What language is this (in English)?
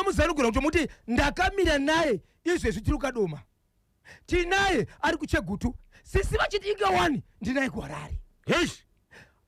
Shona